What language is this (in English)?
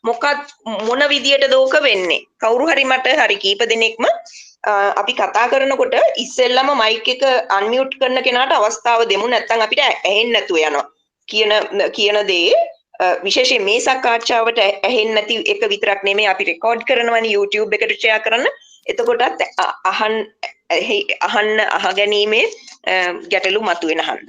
Sinhala